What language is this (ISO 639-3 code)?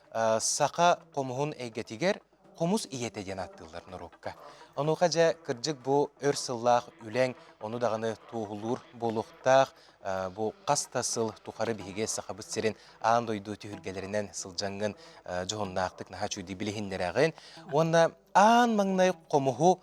sah